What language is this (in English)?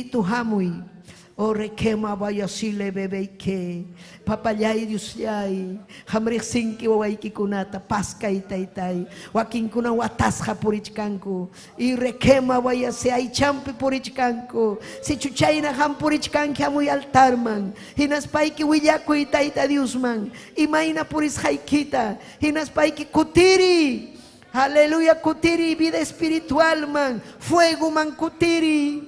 Ayacucho Quechua